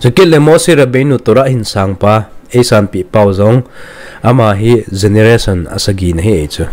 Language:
Thado Chin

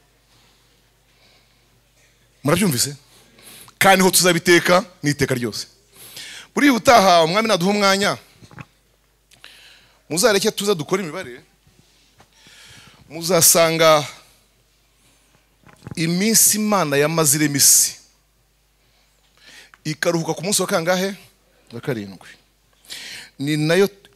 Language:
Kinyarwanda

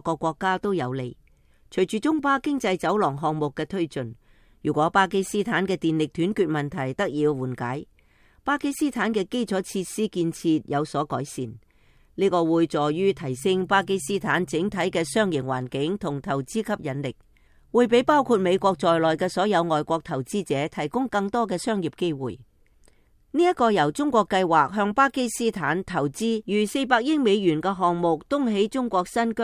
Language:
Cantonese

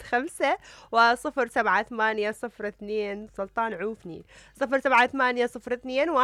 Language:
Mesopotamian Arabic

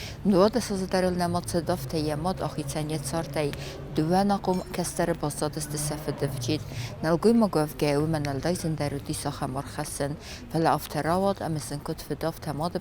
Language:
Ossetic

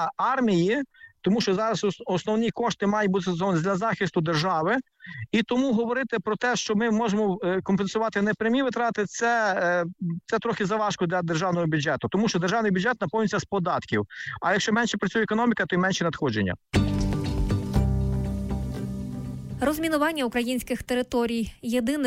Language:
Ukrainian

